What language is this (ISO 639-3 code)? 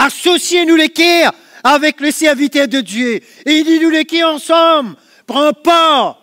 mfe